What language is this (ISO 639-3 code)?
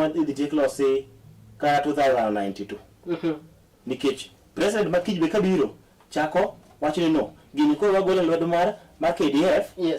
luo